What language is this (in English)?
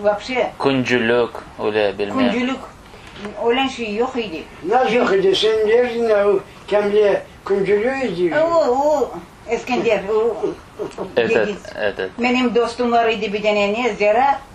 Crimean Tatar